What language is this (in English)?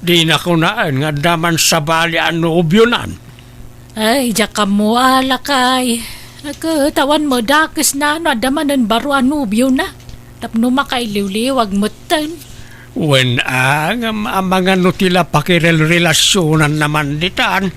Iloko